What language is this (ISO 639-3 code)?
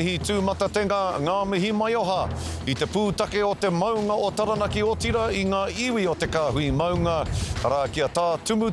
mri